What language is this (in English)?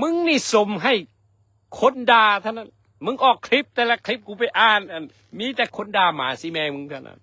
Lao